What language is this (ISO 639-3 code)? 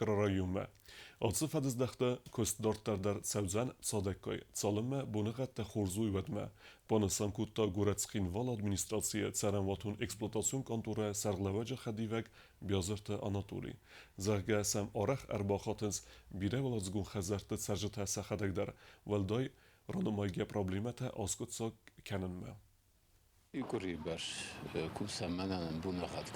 oss